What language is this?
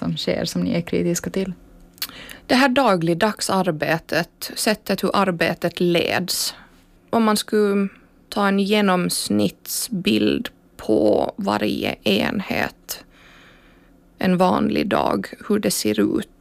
Swedish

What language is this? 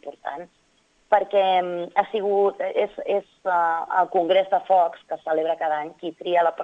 Catalan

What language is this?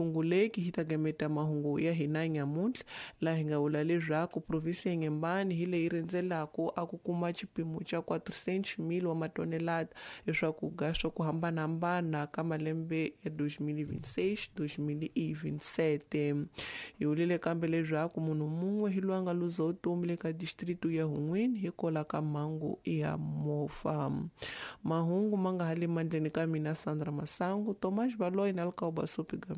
Tsonga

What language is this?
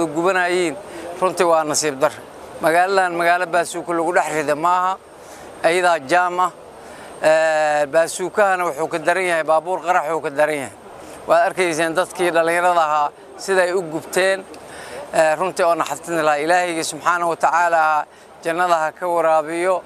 Somali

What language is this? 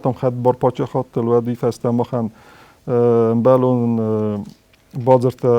Ossetic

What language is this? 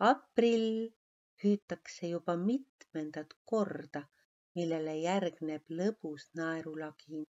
Estonian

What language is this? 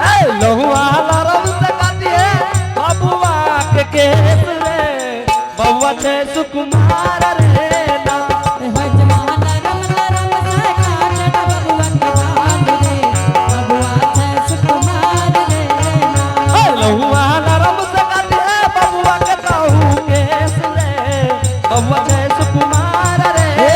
Angika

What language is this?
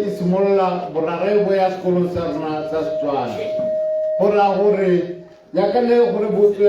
Tswana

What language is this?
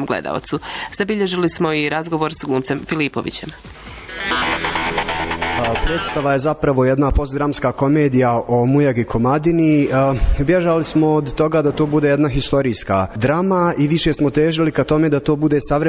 Bosnian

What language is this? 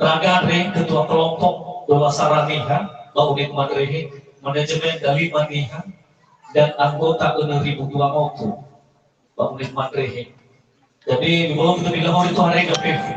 Nias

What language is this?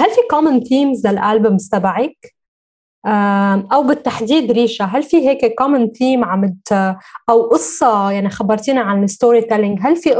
North Levantine Arabic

